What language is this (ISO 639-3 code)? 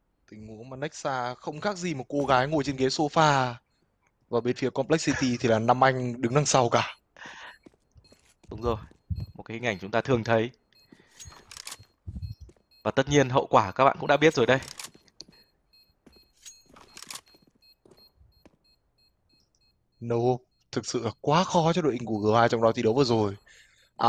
vie